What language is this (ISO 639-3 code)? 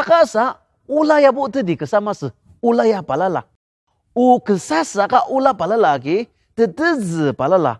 njo